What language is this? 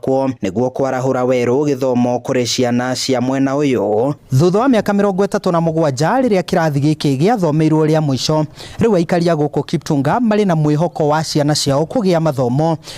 Kikuyu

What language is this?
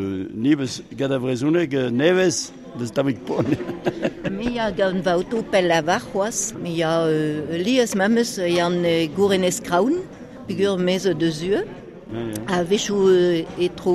Breton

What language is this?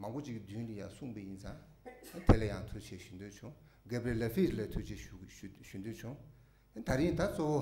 Tibetan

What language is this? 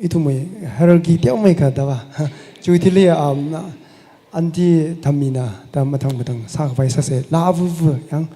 Tangkhul Naga (India)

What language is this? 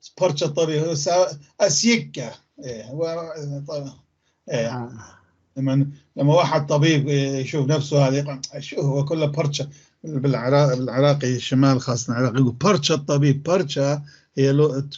North Levantine Arabic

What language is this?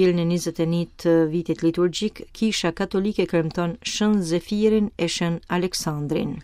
Albanian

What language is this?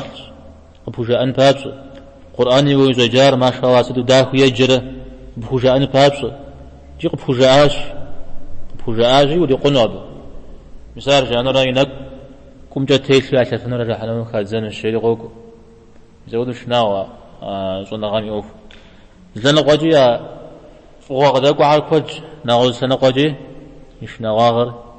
Kabardian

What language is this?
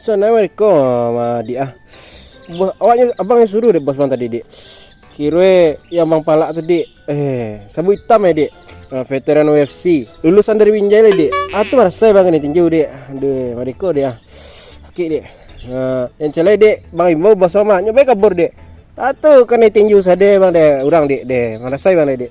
Minangkabau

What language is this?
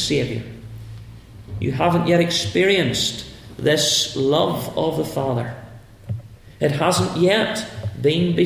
English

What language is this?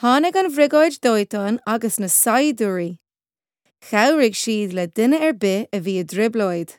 Irish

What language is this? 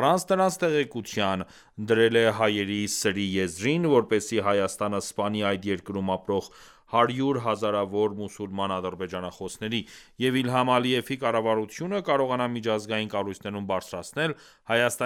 Armenian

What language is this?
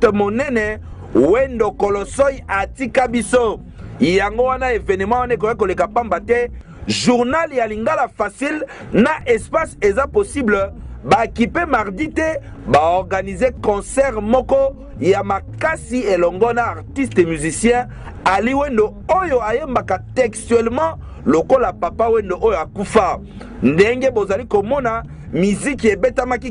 Lingala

